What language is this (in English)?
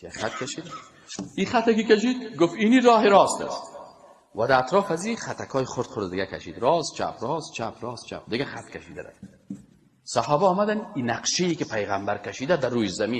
Persian